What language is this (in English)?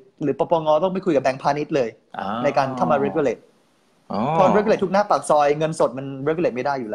Thai